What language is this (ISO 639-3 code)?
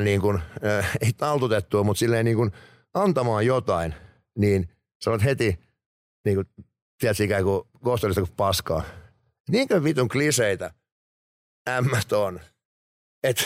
fin